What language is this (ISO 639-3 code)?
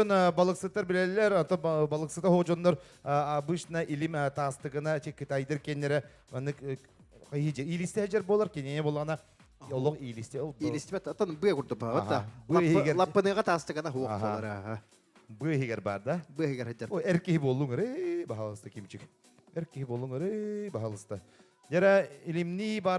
sah